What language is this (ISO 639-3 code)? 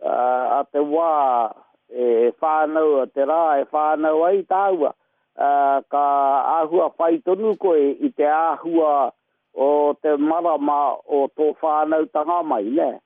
mri